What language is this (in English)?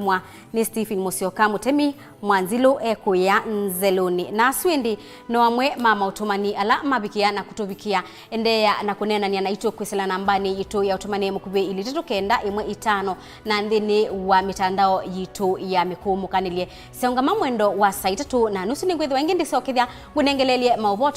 Kamba